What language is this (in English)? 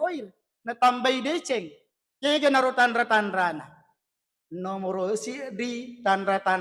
Buginese